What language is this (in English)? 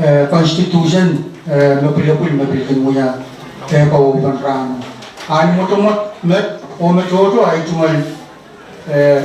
Pohnpeian